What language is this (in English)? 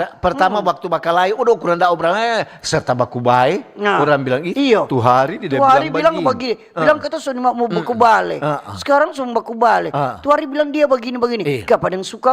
Manado Malay